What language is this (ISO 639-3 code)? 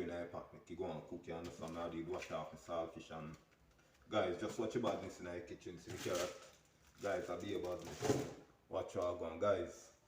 jam